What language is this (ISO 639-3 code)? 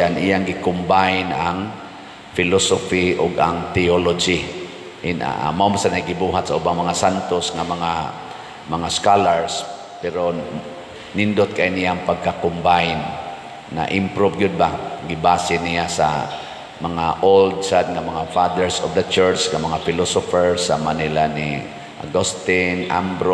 ceb